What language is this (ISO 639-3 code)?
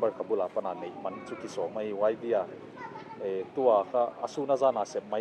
pck